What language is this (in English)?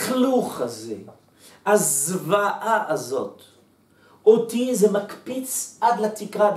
Hebrew